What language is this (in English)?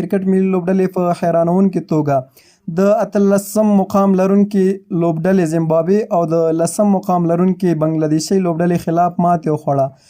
Pashto